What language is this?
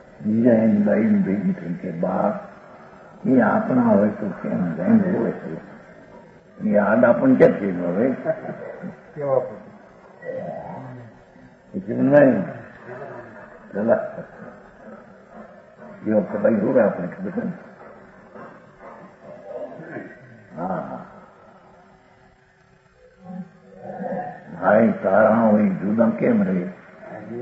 Gujarati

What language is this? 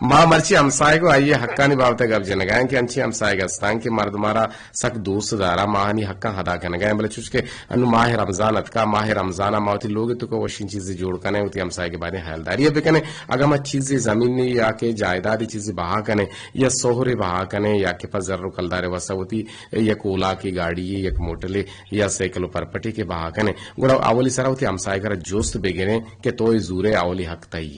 Eastern Balochi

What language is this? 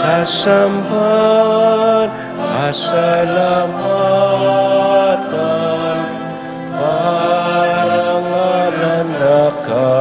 Pampanga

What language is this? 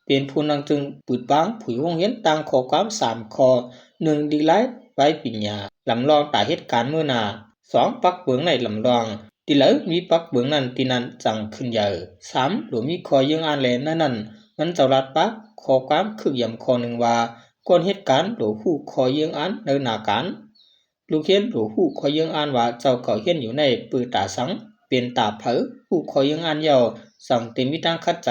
Shan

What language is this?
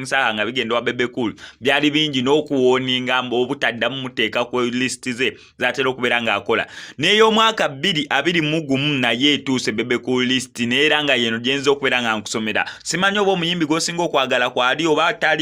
Ganda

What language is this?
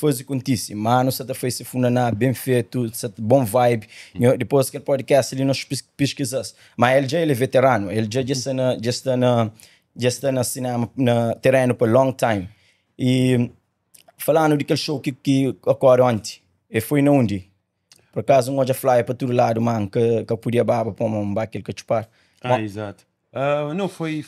Kabuverdianu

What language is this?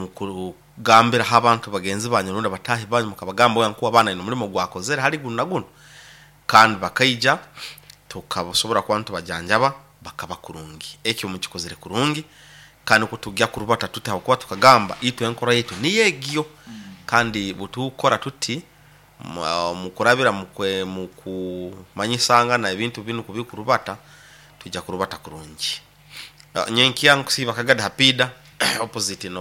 Nyoro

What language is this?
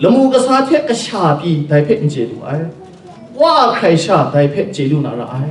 Kachin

